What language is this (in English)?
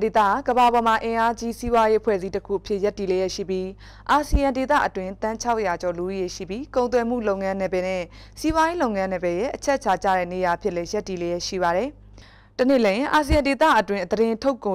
Burmese